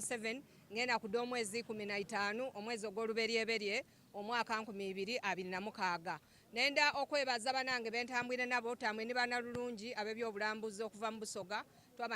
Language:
Soga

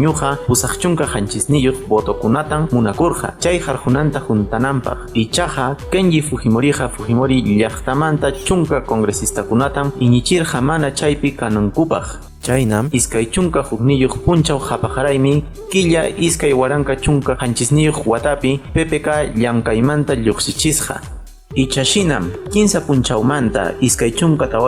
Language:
Quechua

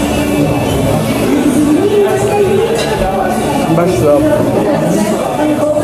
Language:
Bosnian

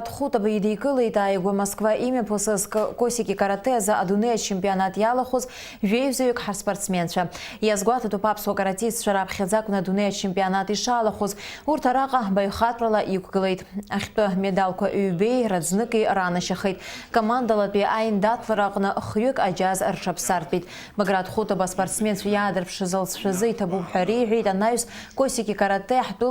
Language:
Abkhazian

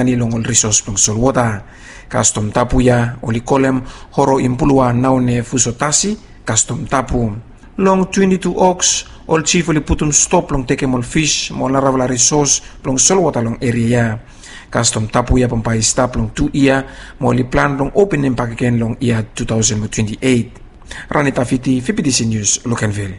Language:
Bislama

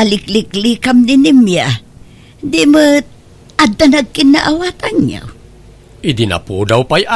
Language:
Iloko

